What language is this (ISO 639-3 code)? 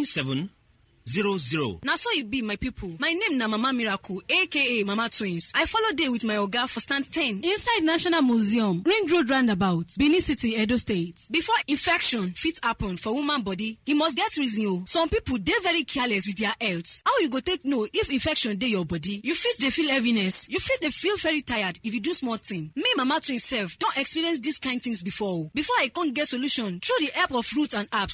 pcm